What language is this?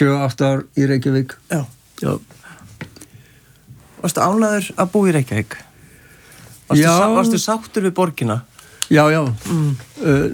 Icelandic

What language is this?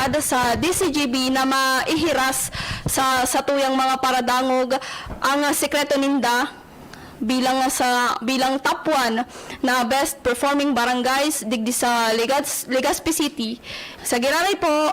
Bikol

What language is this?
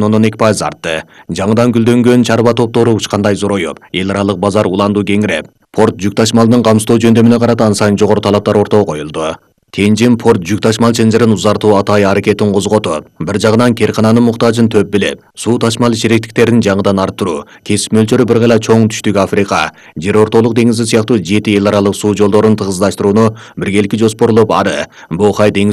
Kyrgyz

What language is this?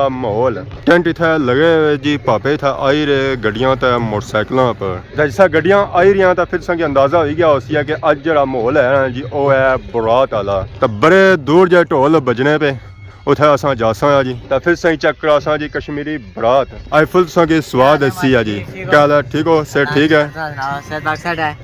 Pahari-Potwari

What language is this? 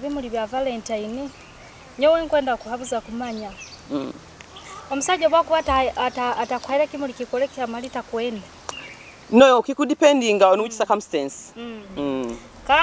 Nyoro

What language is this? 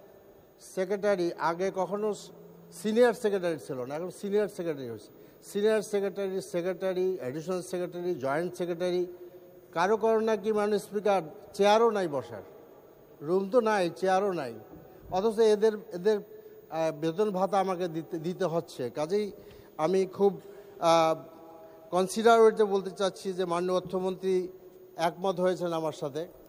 Bangla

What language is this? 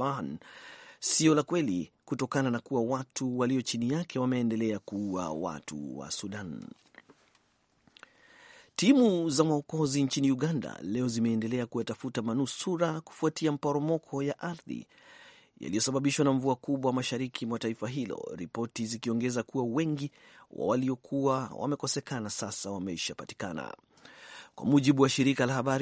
Swahili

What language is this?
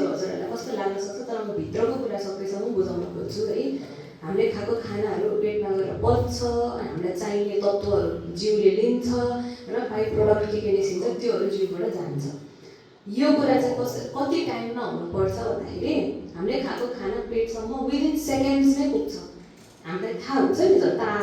Nepali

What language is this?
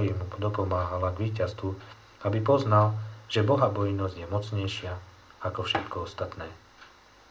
Slovak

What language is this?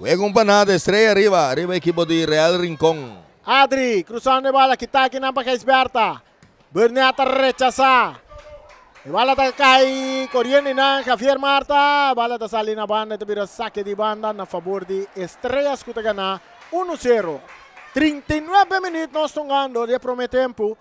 Papiamento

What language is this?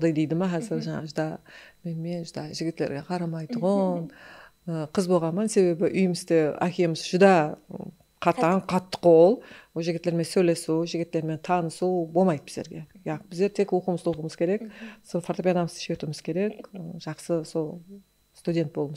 Kara-Kalpak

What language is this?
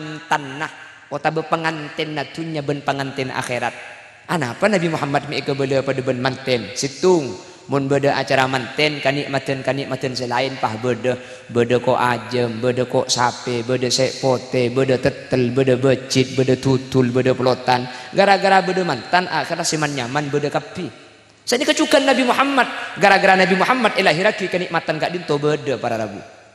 Madurese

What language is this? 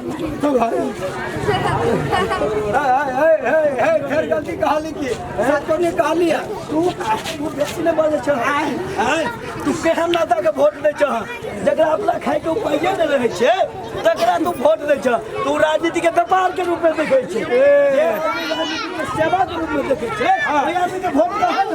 Maithili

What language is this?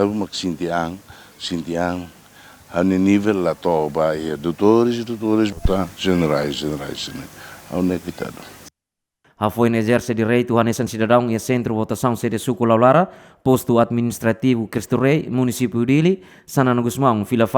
Tetum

